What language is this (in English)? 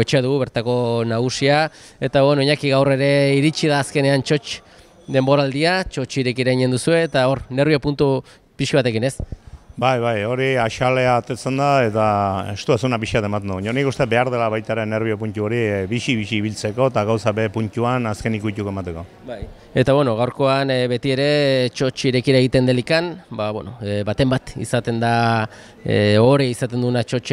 Basque